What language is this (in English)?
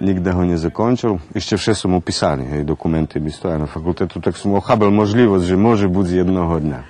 Rusyn